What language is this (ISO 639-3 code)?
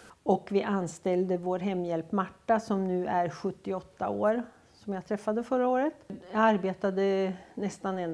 swe